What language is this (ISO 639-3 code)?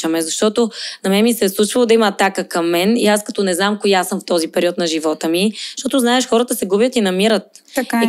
bul